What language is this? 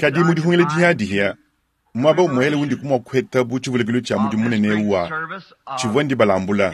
Luba-Lulua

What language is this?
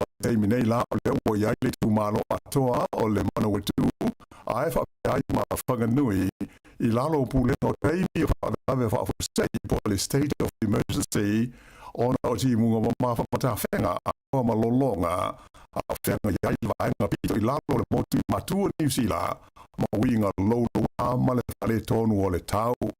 Samoan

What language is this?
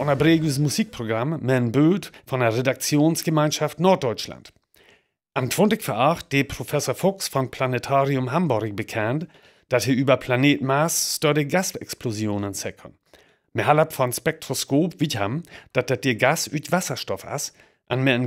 Northern Frisian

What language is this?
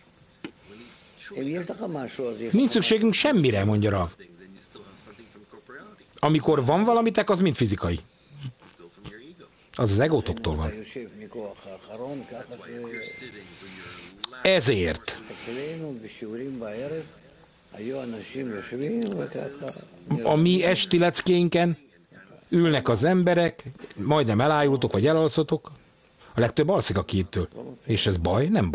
Hungarian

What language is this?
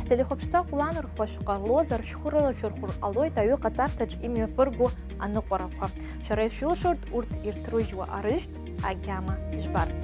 Abkhazian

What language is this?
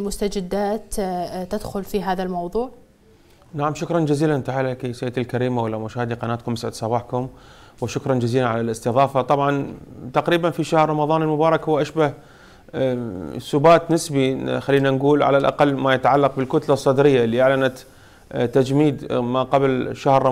Arabic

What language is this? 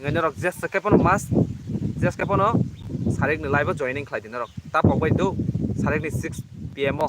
Kok Borok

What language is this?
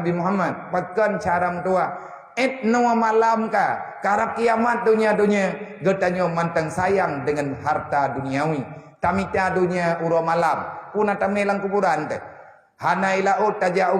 Achinese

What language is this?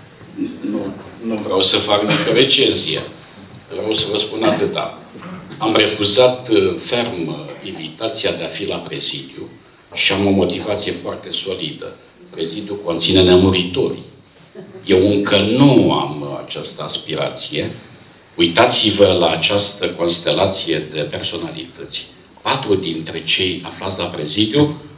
Romanian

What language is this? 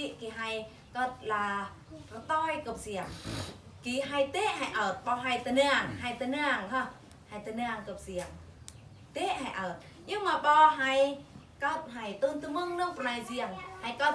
Eastern Bru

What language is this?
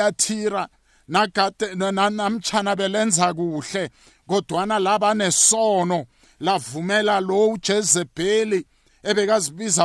South Ndebele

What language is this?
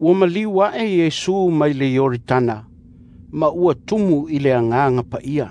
Samoan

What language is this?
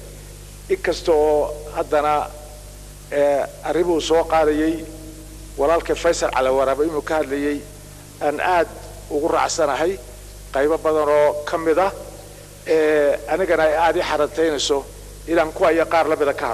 Somali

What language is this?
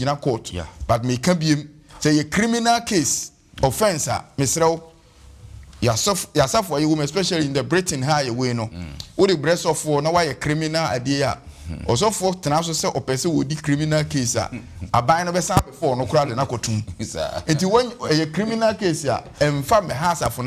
Akan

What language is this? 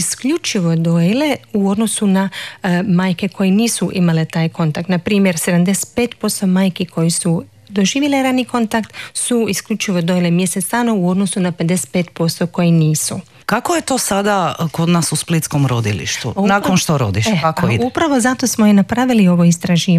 Croatian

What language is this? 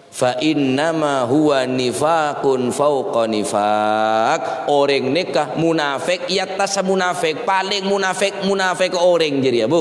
Madurese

